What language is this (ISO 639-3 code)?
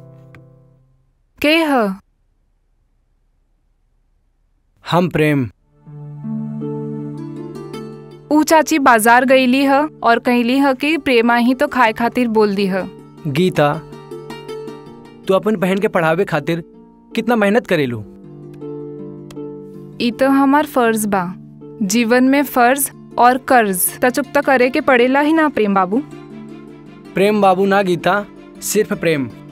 bho